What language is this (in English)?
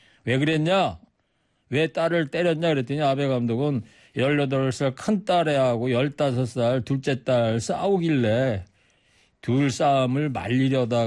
Korean